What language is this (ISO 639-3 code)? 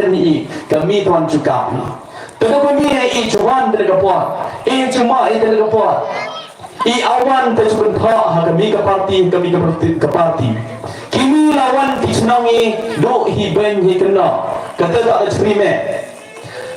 kha